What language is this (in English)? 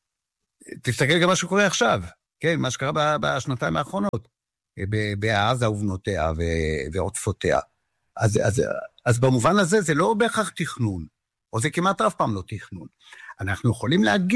Hebrew